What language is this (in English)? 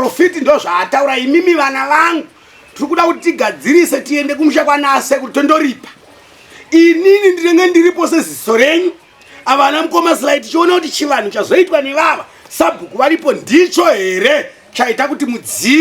Shona